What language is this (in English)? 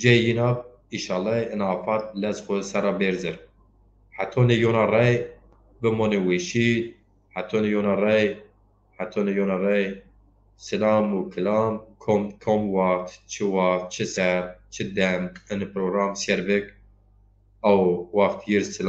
Zaza